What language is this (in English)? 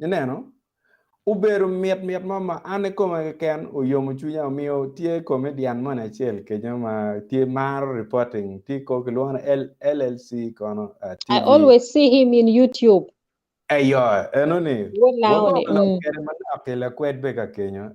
Acoli